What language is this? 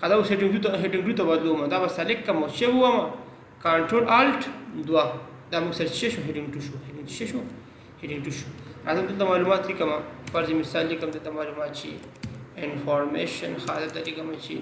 Pashto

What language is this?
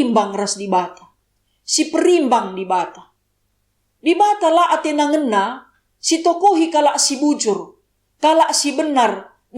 Batak Karo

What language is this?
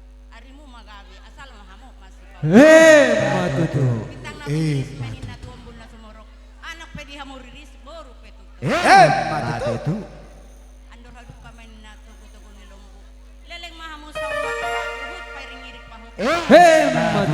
Batak Toba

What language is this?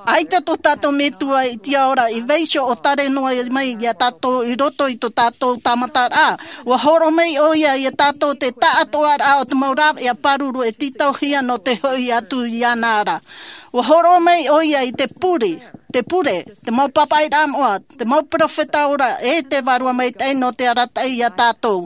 Tahitian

